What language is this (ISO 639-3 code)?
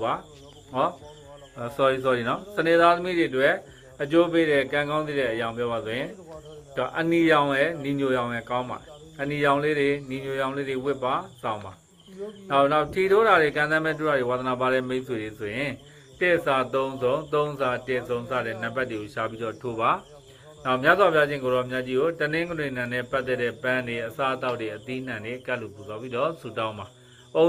mya